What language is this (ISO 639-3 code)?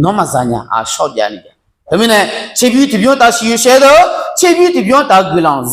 ahk